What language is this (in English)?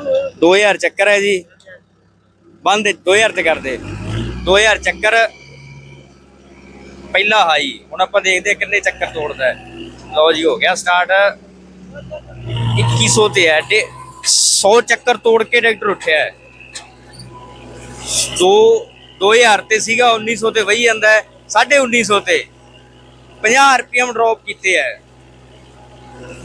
Punjabi